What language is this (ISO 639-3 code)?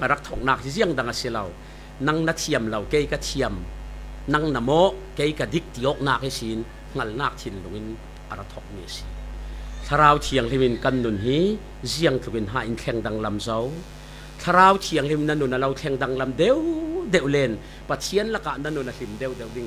cfm